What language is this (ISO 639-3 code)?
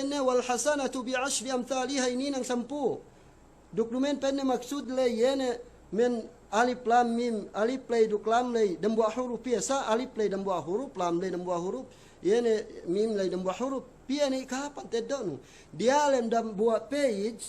yka